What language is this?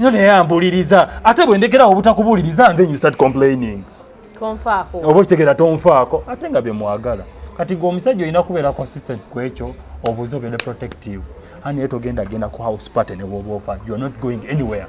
Ganda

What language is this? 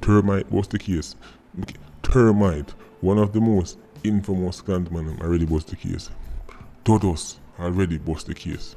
Jamaican Creole English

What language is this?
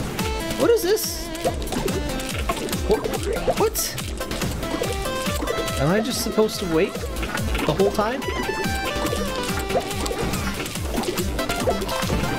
English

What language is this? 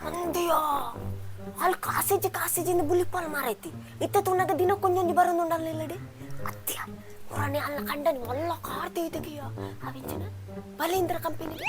Tulu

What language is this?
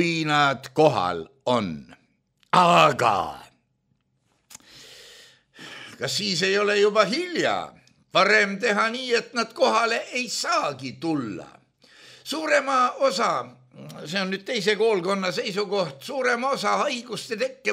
Estonian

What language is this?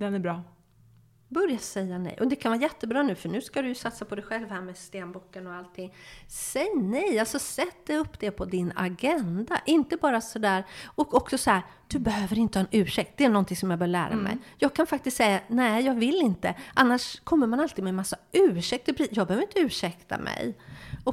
Swedish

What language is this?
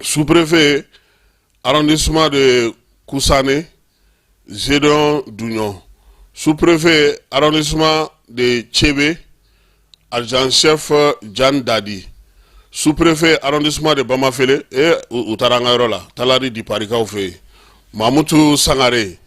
Bambara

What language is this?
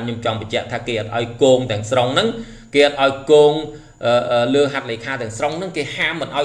Khmer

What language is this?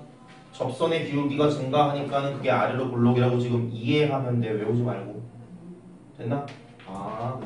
Korean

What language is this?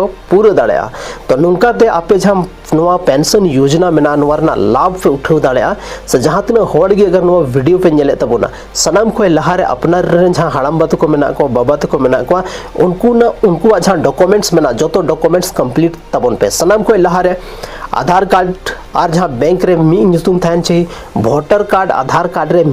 Santali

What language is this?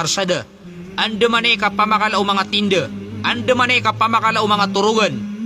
Maranao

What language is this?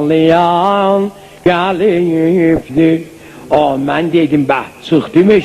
South Azerbaijani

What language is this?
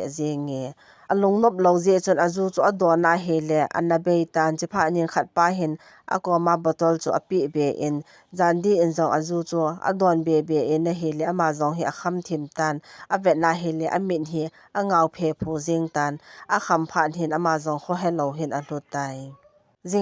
Thado Chin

